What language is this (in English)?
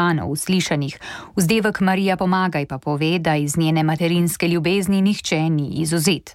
Slovenian